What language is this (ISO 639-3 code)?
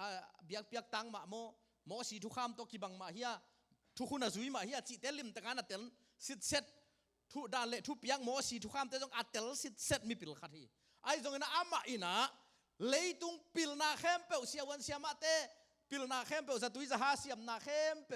ctd